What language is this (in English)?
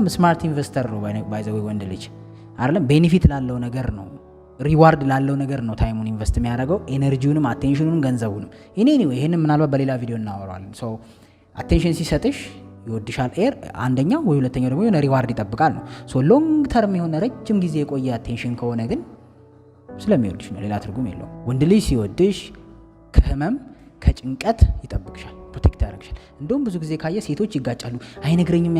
Amharic